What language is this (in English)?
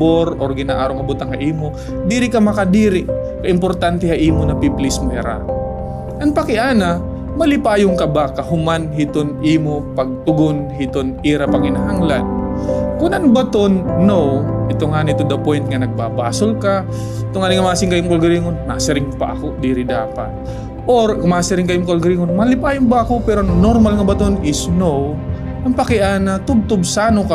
Waray